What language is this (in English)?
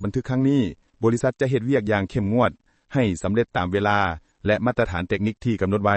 Lao